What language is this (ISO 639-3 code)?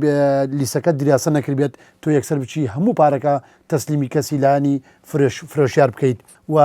ckb